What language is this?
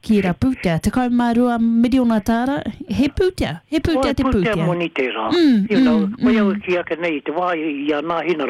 Māori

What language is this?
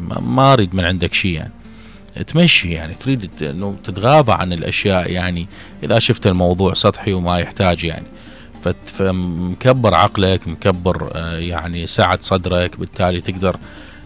Mesopotamian Arabic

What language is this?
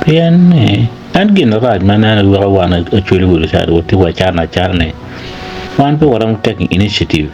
Acoli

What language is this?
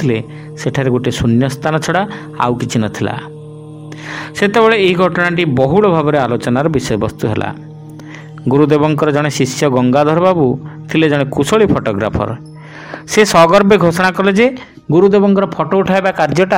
Odia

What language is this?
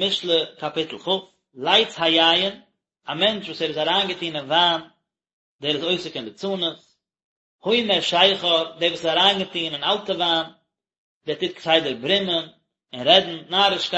Yiddish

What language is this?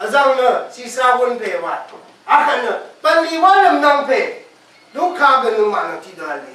Rawang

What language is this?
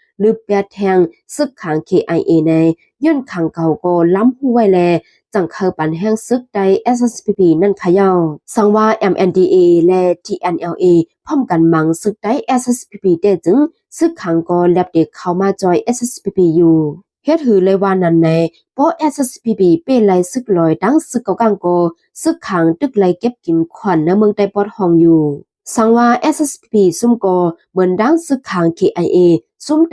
Shan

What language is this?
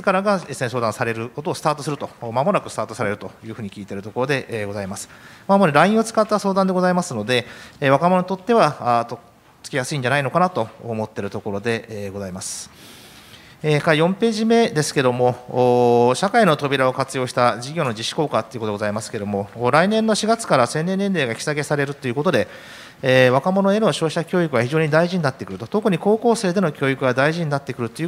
Japanese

